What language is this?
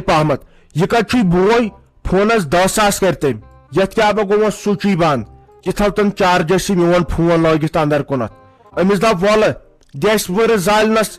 Kashmiri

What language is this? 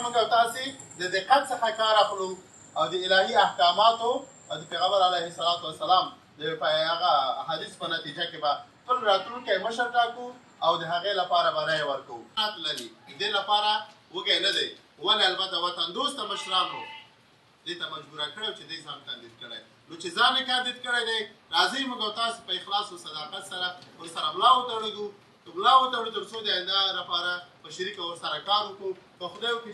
Pashto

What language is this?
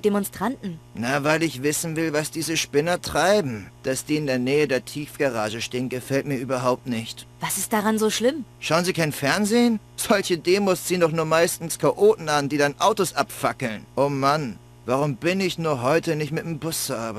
Bavarian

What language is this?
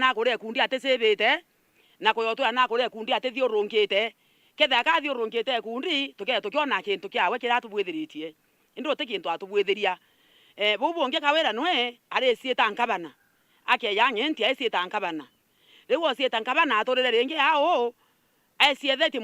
Meru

